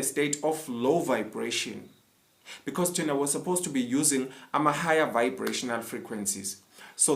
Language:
Zulu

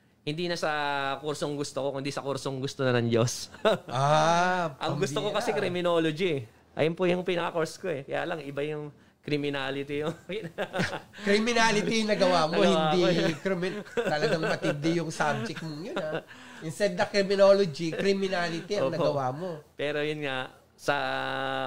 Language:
Filipino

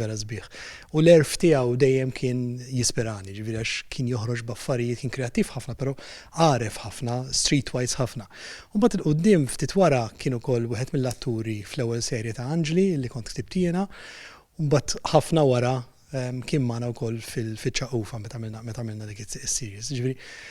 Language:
Maltese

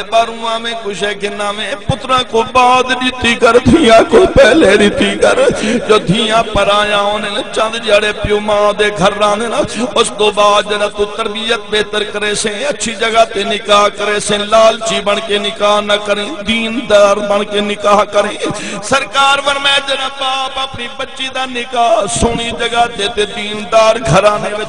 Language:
Saraiki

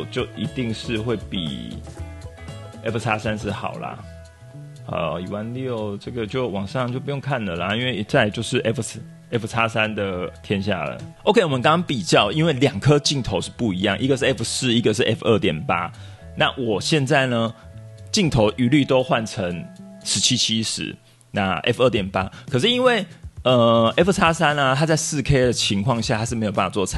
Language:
Chinese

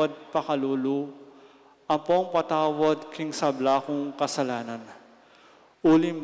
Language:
Pampanga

